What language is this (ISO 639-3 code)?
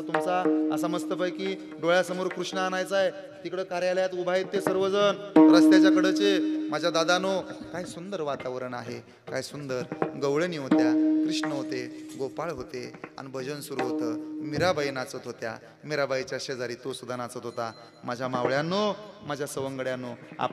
mar